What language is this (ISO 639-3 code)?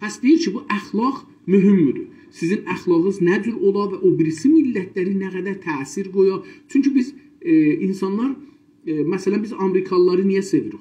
azb